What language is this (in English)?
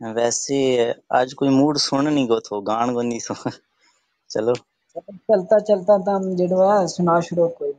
Gujari